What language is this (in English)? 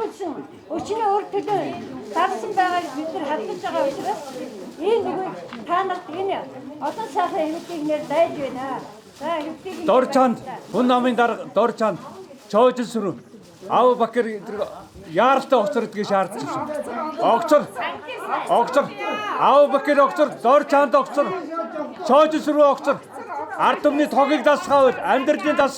Mongolian